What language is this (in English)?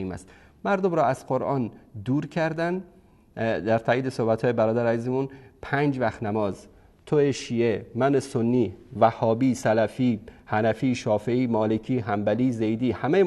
Persian